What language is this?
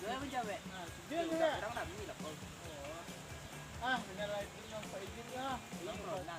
Minangkabau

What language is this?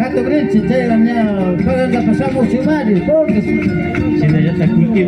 Imbabura Highland Quichua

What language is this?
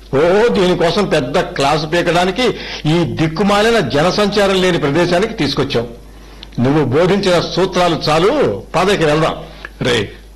Telugu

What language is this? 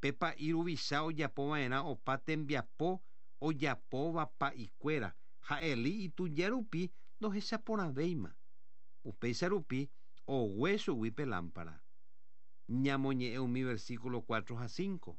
Guarani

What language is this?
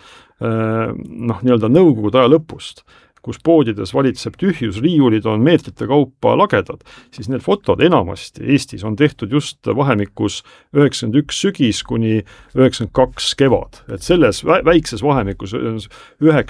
Estonian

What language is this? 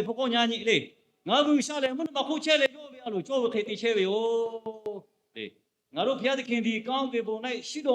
Lahu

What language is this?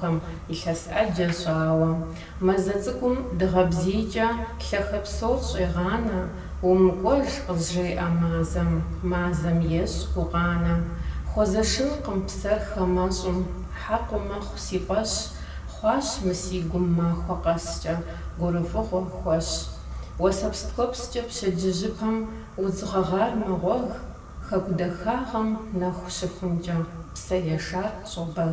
Kabardian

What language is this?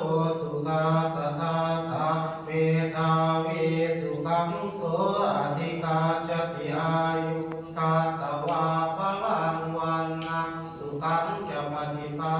Pali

